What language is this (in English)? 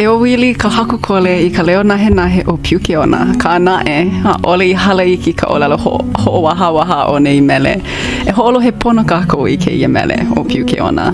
Hawaiian